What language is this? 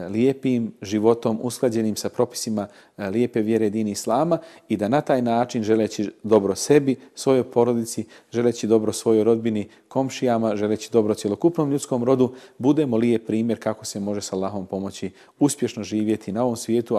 Bosnian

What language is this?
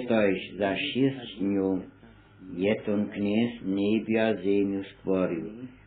Upper Sorbian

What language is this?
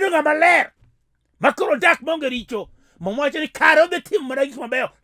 Luo (Kenya and Tanzania)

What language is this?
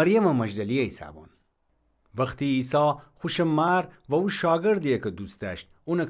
Gilaki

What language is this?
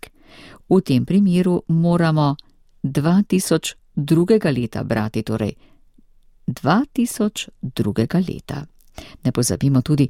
Slovenian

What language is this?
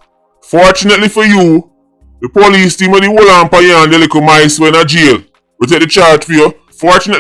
Jamaican Creole English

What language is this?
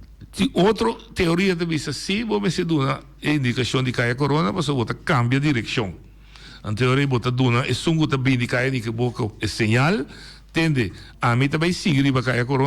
Papiamento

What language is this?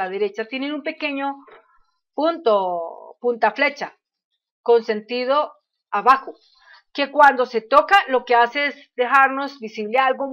Spanish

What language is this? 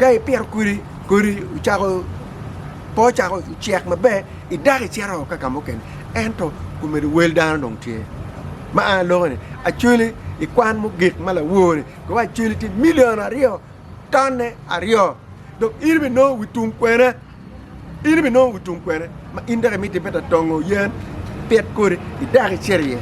Acoli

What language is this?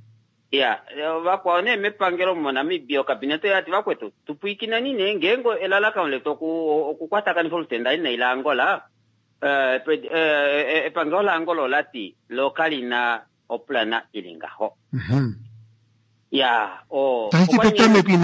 Kuanyama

